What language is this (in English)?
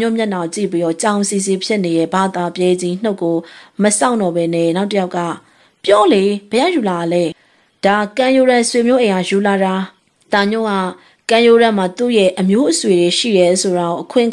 Burmese